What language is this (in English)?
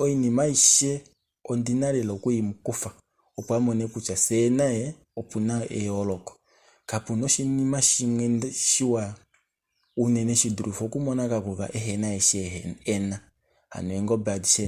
Kuanyama